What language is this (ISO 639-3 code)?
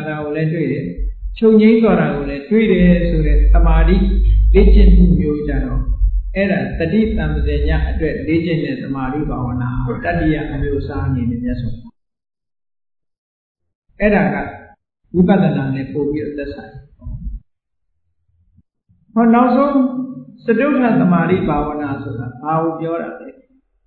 mya